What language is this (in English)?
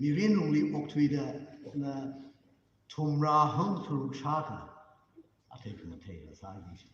Tangkhul Naga (India)